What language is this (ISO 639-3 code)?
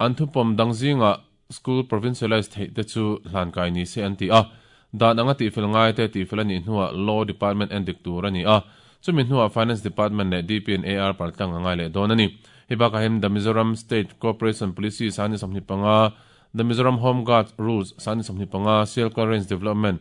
lus